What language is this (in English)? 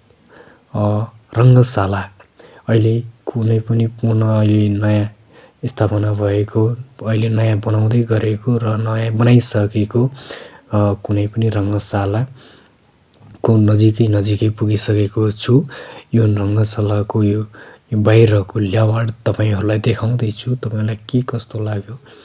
Nepali